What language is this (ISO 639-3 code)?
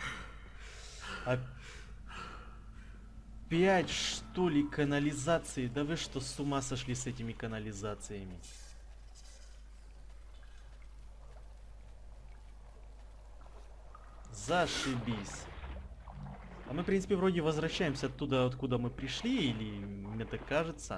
rus